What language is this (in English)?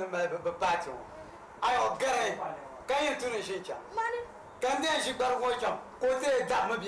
Dagbani